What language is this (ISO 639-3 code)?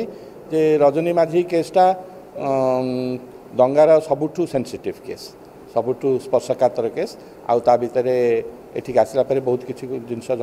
ori